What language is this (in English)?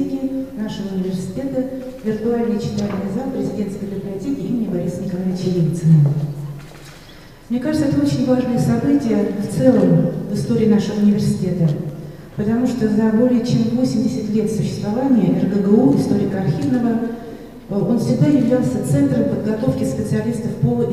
Russian